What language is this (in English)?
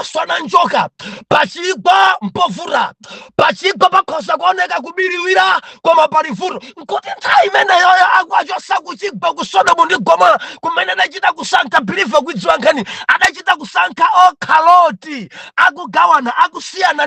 Nyanja